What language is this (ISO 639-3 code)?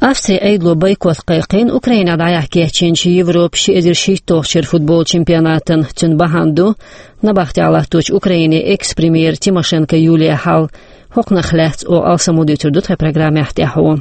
che